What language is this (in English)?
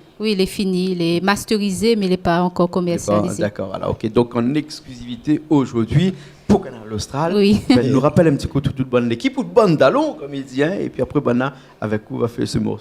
Réunion Creole French